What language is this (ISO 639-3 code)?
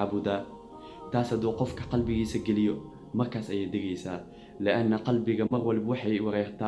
som